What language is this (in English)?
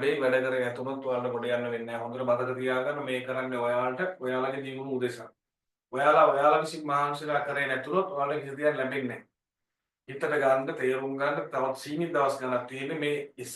Sinhala